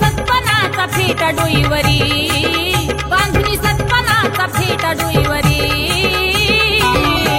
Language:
Marathi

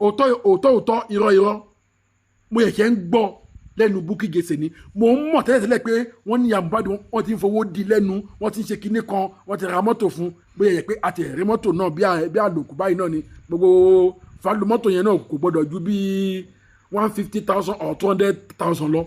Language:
Yoruba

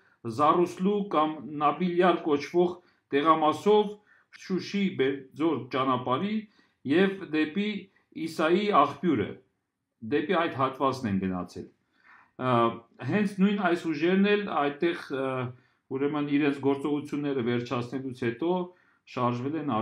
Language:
Armenian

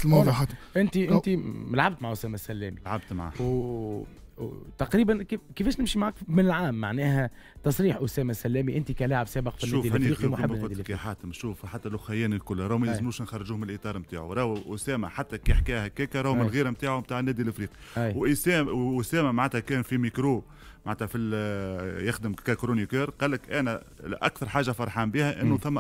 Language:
Tunisian Arabic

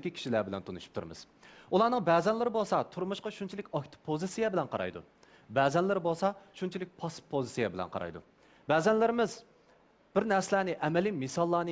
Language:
Uyghur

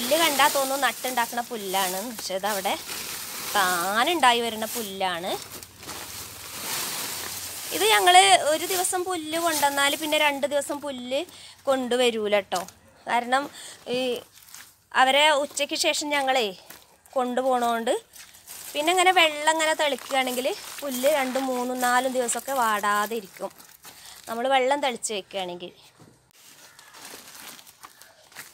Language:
Malayalam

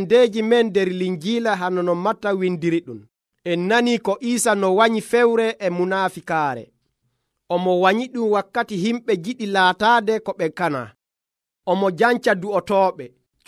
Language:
Nigerian Fulfulde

